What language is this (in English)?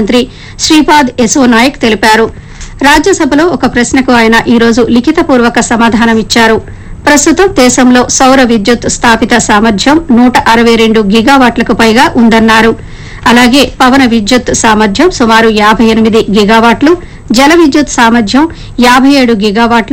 Telugu